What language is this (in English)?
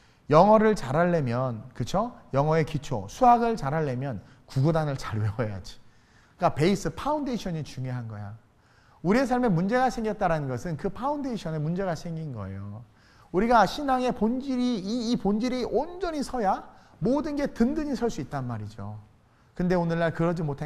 Korean